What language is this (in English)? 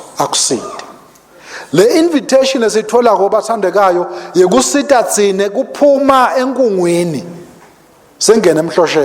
Swati